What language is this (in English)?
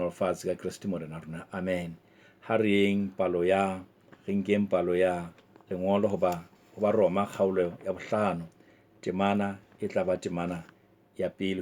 Southern Sotho